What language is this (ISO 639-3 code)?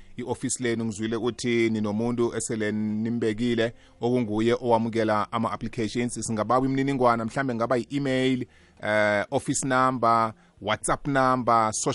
nbl